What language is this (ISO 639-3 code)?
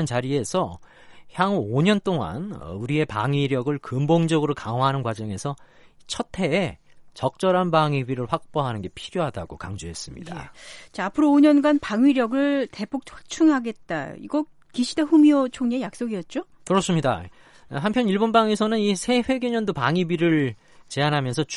kor